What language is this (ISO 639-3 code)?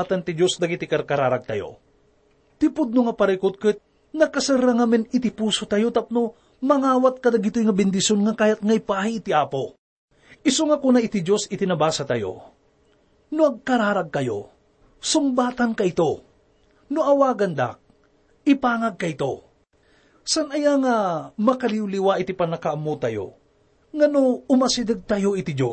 ilo